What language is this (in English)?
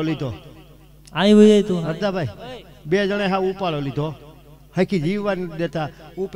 Gujarati